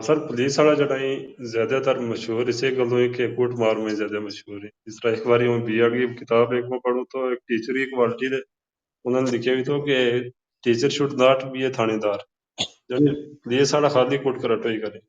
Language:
Gujari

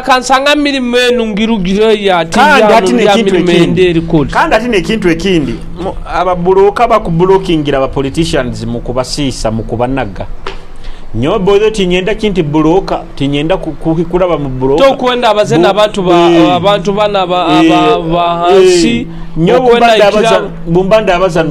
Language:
Nyoro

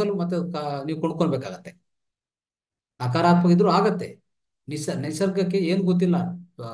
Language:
Kannada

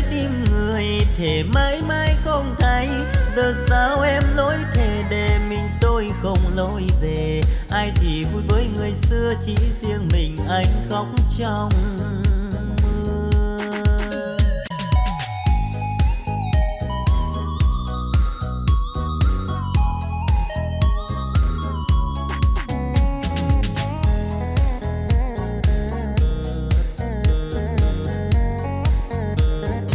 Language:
Vietnamese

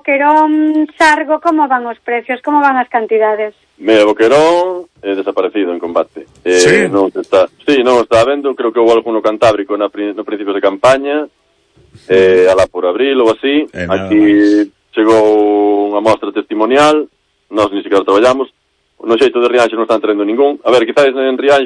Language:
Galician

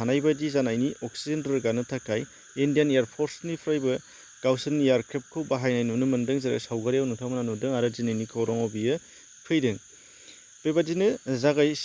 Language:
Bodo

